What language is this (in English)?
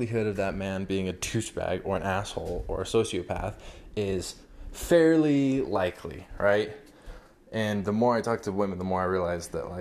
English